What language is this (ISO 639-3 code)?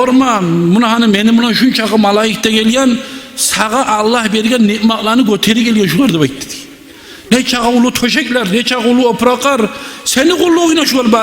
kum